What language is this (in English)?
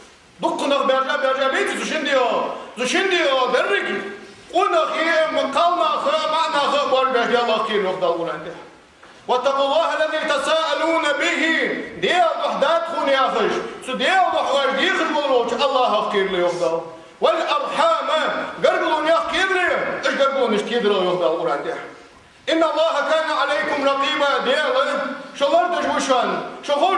Ingush